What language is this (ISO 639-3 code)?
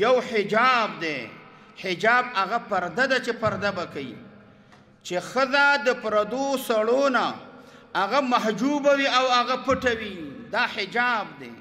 pus